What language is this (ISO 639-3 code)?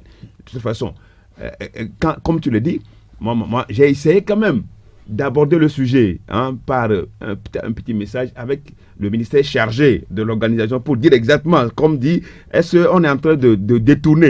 fra